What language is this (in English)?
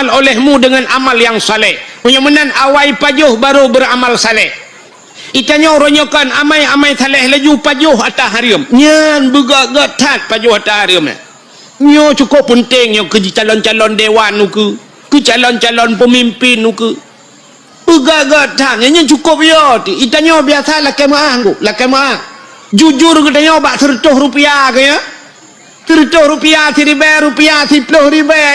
Achinese